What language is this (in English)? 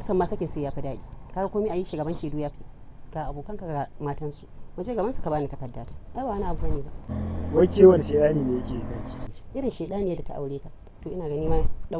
Hausa